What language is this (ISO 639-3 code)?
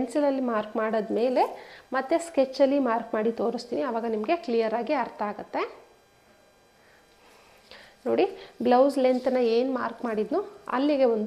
kan